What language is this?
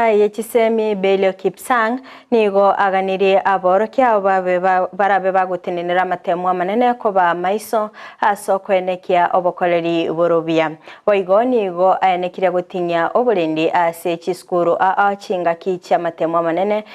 Gusii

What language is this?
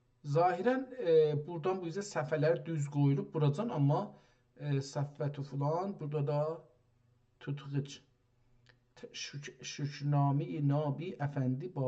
South Azerbaijani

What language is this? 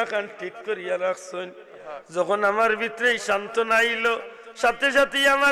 Sylheti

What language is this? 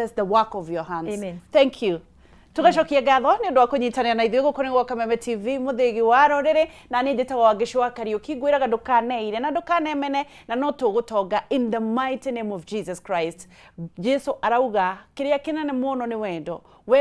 Kikuyu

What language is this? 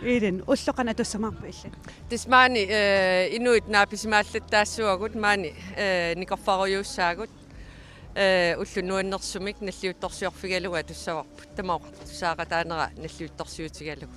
Kalaallisut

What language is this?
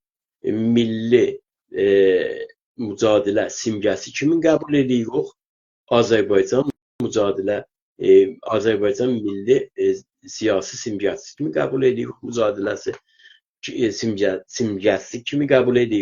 South Azerbaijani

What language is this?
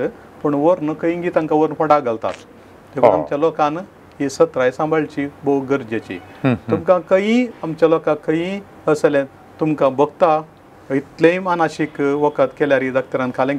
Konkani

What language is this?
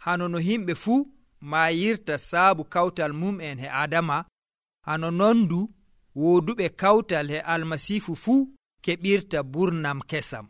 Nigerian Fulfulde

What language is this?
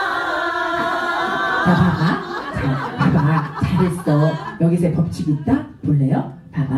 Korean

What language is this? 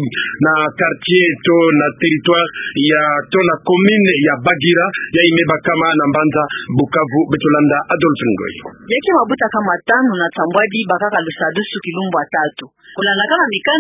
Kituba (Democratic Republic of Congo)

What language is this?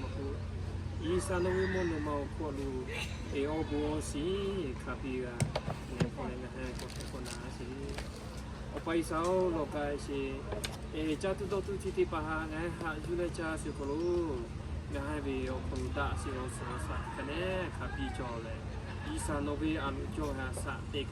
Lahu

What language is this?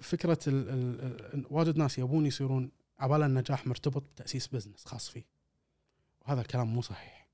Gulf Arabic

